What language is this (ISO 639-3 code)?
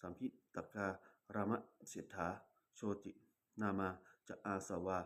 pli